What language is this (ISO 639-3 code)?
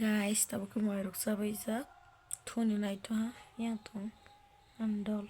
trp